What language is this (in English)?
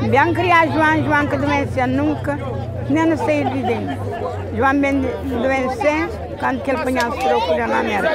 Kabuverdianu